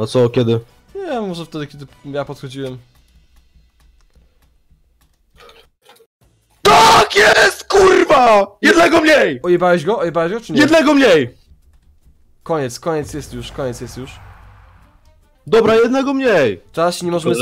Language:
Polish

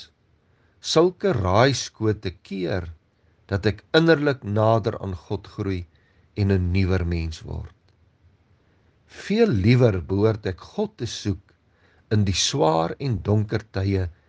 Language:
Afrikaans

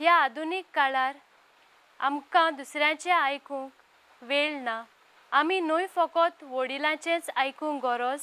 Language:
Konkani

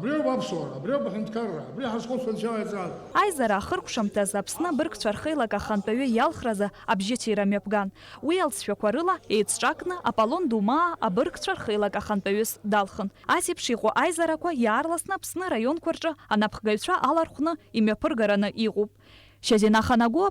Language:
Abkhazian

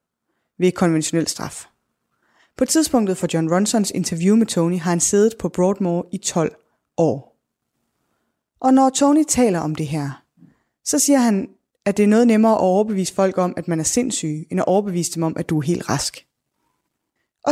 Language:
Danish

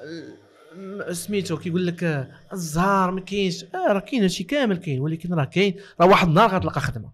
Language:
Moroccan Arabic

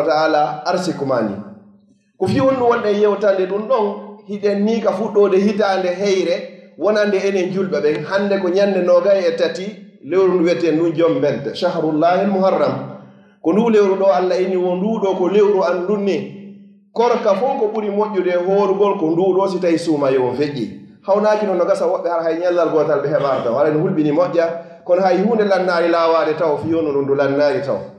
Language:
Fula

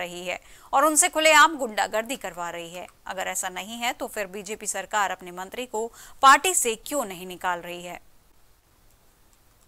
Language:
Hindi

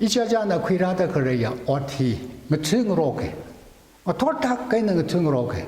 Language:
Tangkhul Naga (India)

